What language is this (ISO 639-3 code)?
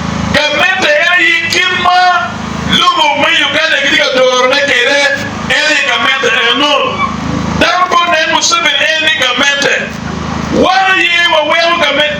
ach